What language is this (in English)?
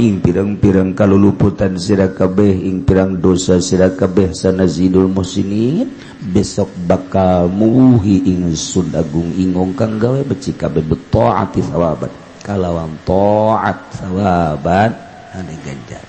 Sundanese